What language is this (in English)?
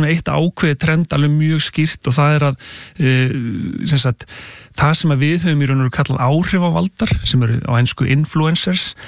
Icelandic